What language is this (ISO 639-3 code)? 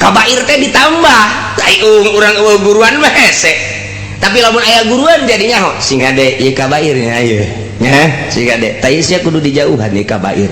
sun